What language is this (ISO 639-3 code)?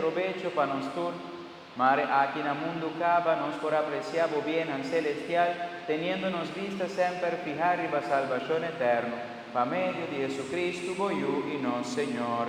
pap